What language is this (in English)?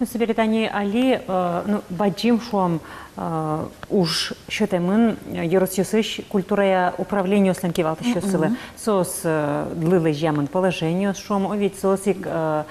Udmurt